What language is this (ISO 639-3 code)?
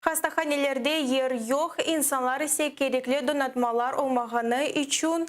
crh